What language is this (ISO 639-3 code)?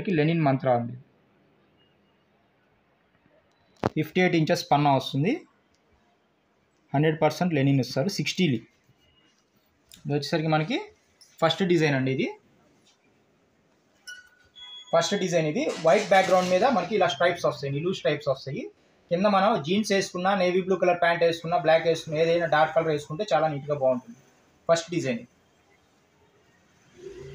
tel